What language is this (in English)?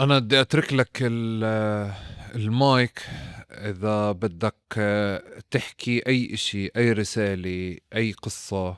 North Levantine Arabic